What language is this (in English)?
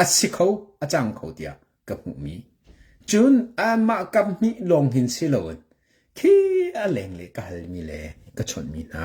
Hakha Chin